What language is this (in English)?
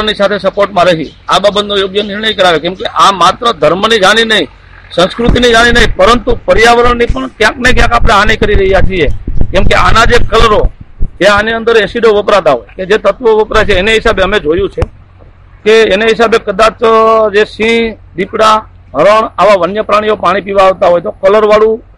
Gujarati